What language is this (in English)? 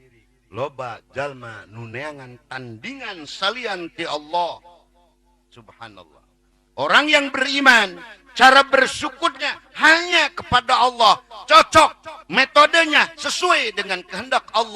Sundanese